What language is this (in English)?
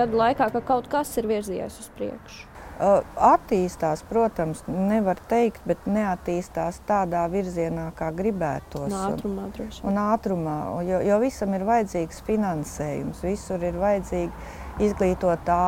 Latvian